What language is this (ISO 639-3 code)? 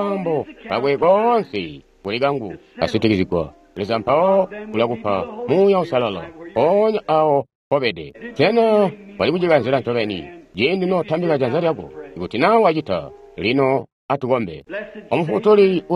toi